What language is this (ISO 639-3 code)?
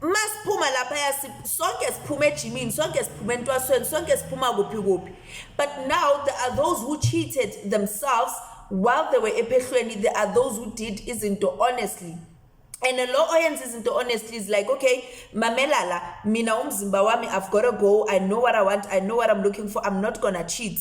zul